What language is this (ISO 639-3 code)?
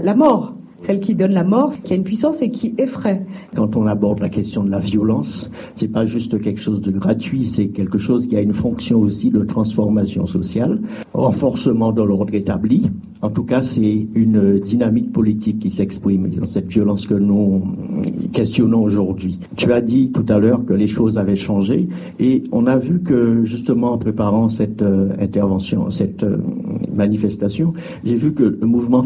fra